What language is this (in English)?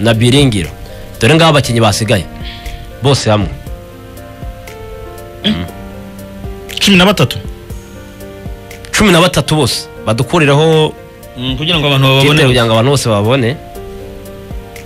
Kinyarwanda